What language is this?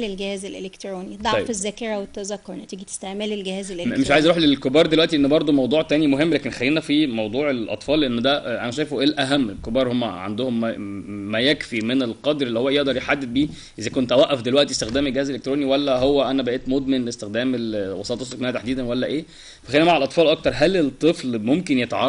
Egyptian Arabic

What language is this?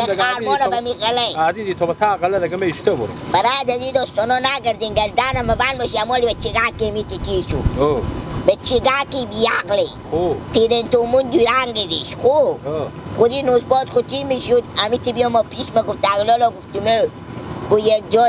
Hazaragi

